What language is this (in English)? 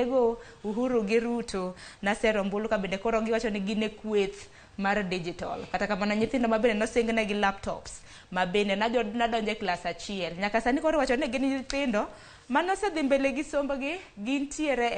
Luo (Kenya and Tanzania)